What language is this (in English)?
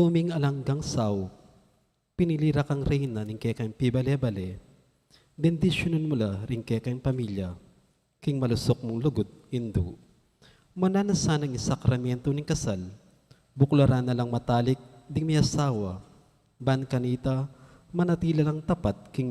Pampanga